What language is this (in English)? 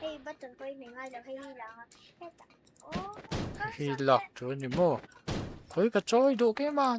Mizo